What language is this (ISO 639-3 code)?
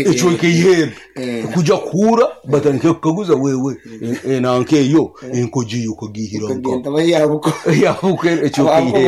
nyn